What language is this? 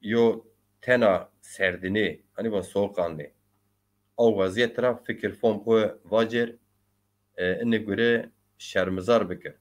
Zaza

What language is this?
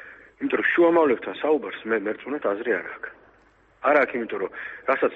Georgian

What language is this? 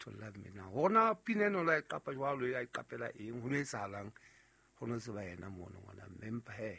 Southern Sotho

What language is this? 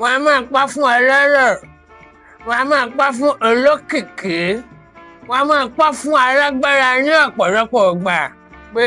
Yoruba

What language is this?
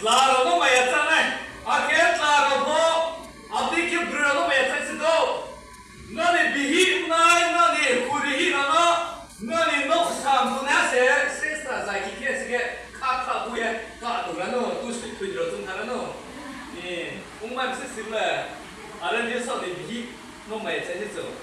Riang (India)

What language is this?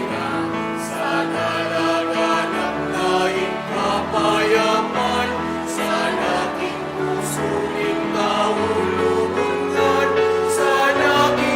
Pampanga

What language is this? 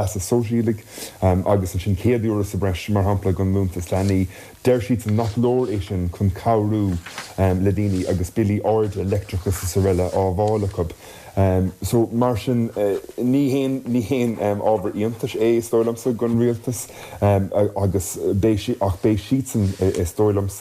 Irish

